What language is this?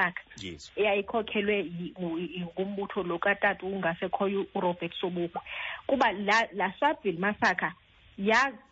Xhosa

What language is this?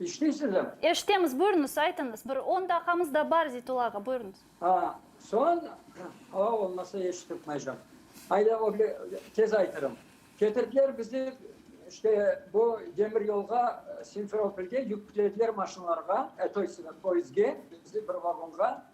Crimean Tatar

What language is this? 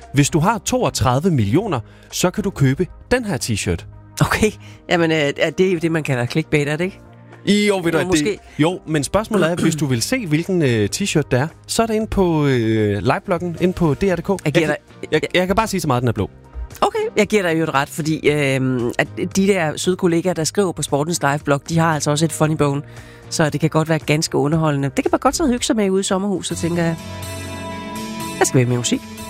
Danish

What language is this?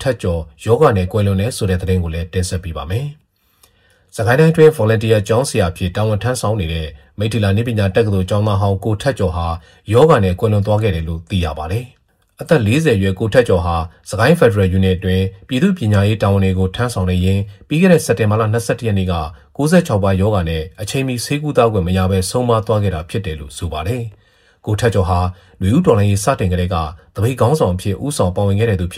Burmese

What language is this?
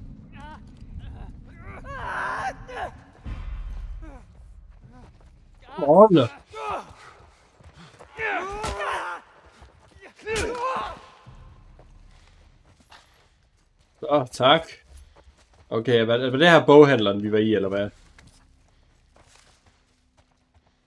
Danish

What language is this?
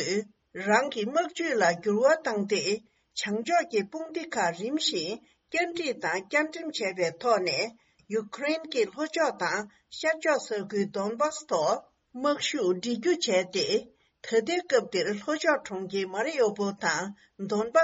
Tibetan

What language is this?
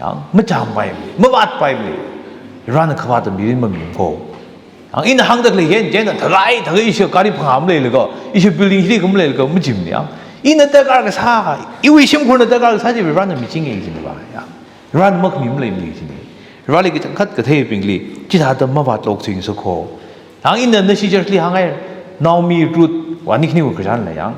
Tangkhul Naga (India)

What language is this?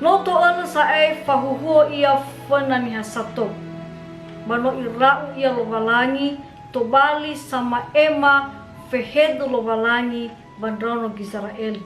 Nias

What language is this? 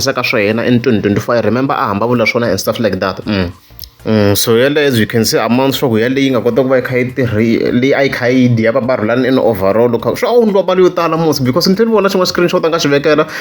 Tsonga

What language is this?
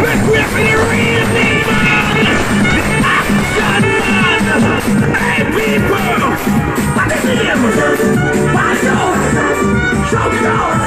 Jamaican Creole English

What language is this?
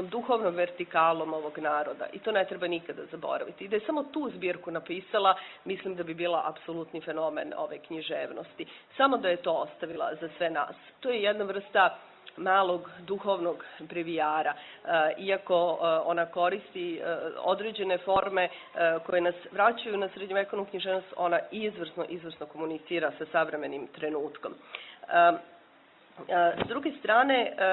Serbian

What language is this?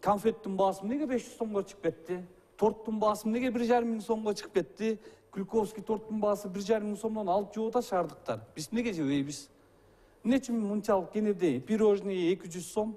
Kyrgyz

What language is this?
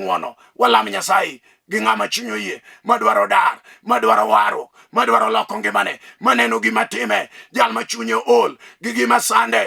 Luo (Kenya and Tanzania)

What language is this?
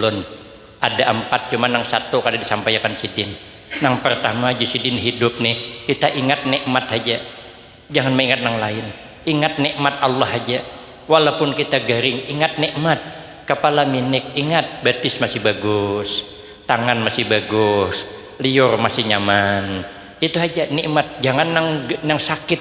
Banjar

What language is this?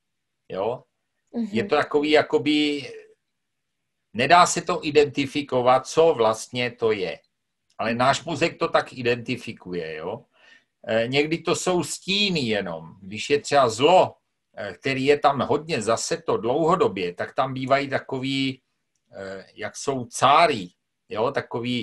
Czech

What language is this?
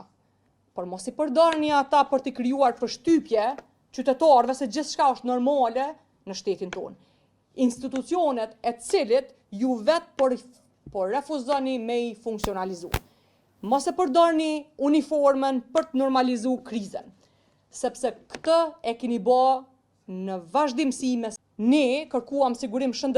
Albanian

